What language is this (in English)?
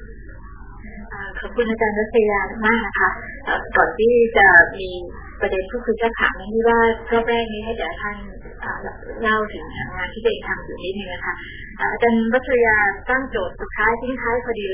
Thai